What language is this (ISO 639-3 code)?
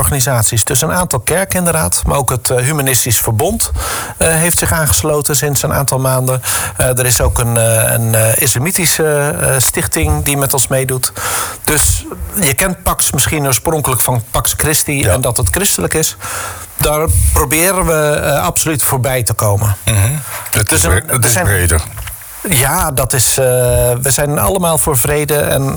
nld